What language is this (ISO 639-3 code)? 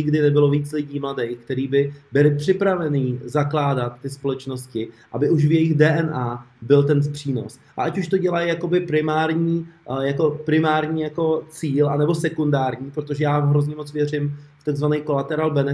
ces